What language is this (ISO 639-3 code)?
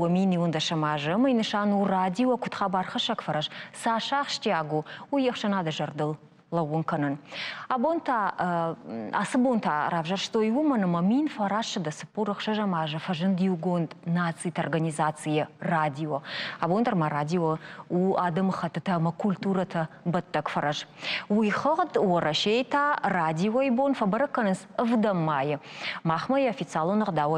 oss